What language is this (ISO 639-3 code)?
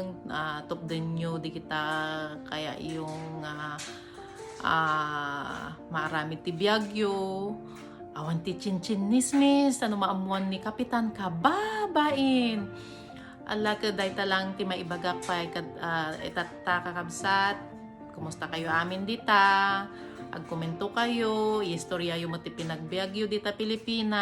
ilo